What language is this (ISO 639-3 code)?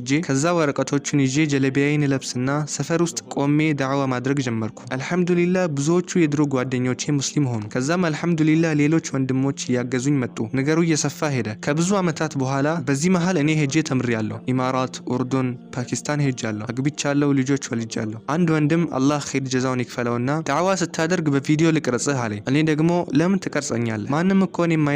amh